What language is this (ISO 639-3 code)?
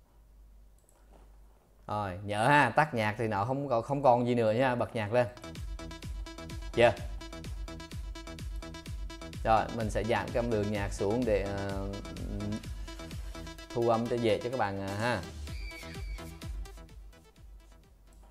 vie